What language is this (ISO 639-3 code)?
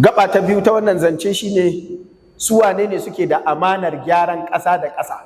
hau